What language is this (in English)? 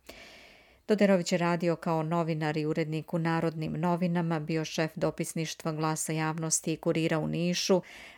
Serbian